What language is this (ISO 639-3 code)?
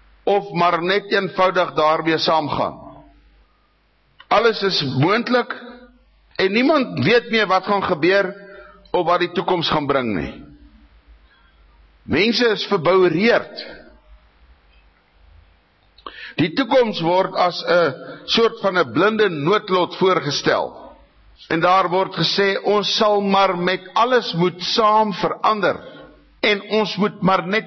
afr